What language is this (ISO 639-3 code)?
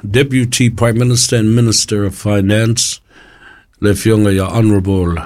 smo